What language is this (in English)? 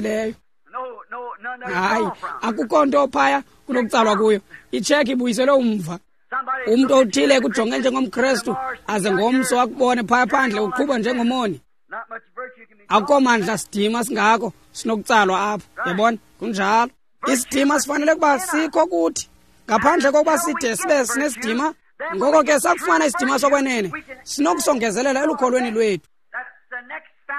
Xhosa